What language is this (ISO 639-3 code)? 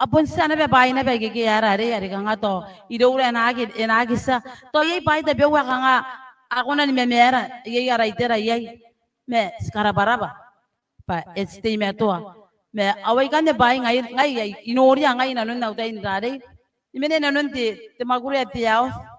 gil